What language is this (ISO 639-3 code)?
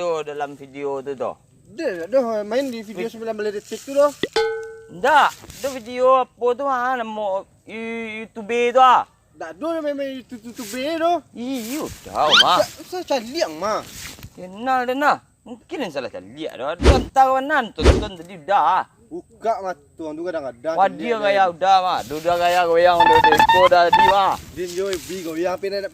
min